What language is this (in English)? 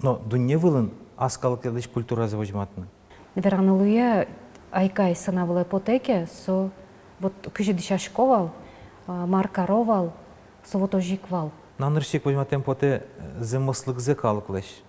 Udmurt